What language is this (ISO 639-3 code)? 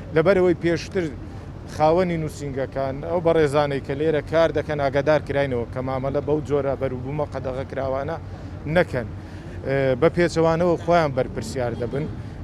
ckb